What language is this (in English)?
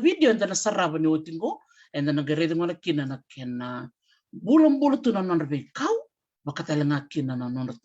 Fijian